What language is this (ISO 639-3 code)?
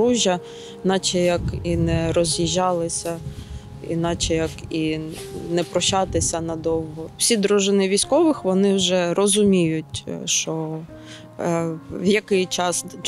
ukr